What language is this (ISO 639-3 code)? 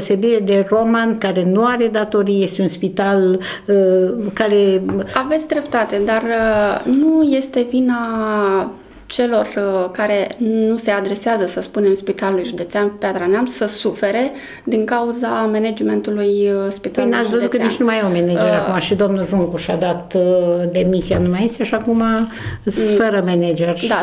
ron